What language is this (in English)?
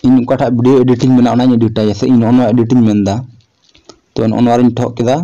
Santali